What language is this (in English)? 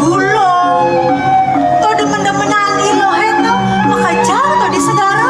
Balinese